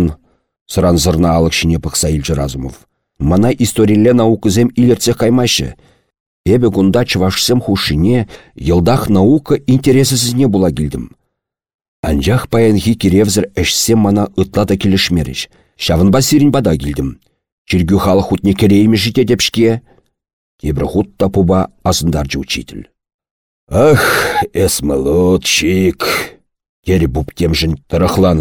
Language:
Chuvash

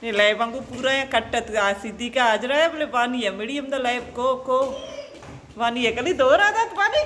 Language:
Baluchi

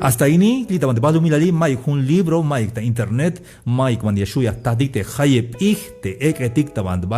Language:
Tzeltal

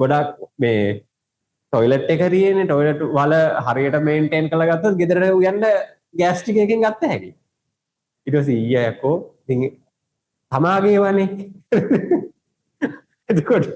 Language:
Sinhala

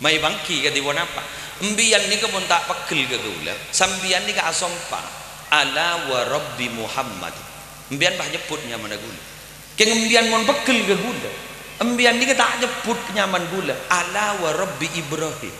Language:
Madurese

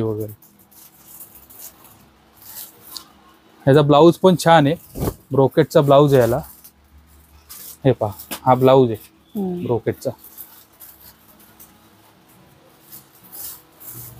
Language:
Marathi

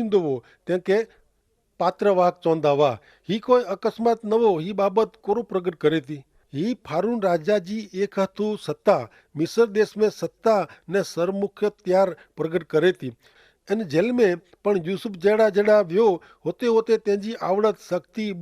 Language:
Kachhi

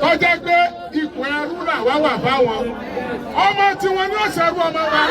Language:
Yoruba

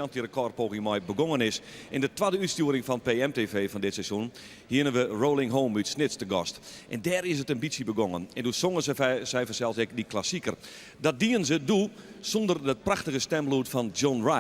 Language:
Western Frisian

